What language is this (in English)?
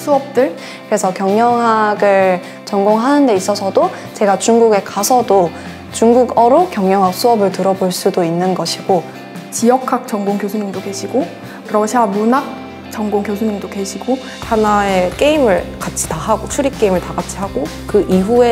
Korean